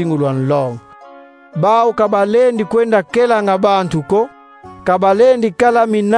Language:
Kongo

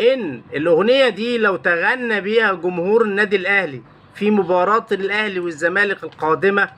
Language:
Egyptian Arabic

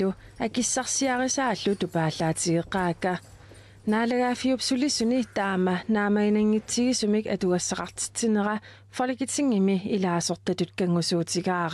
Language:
Kalaallisut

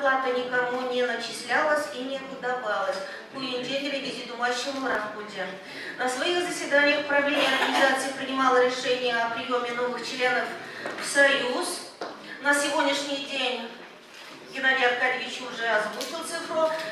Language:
Chuvash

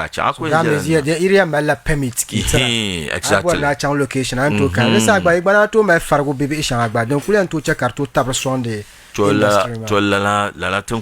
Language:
Dagbani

